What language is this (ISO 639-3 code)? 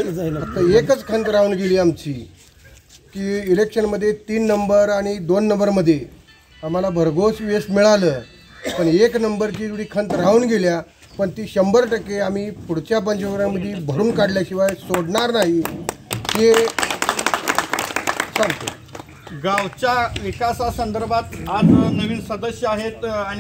mar